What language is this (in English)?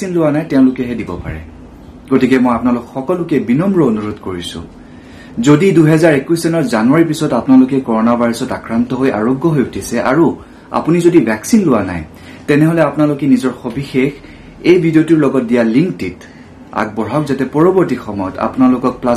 Assamese